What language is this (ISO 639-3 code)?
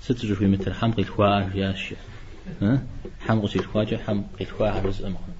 kbd